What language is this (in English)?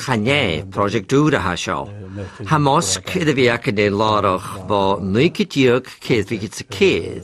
Scottish Gaelic